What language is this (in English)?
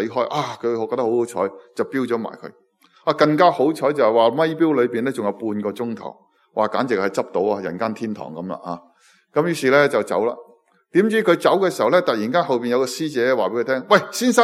Cantonese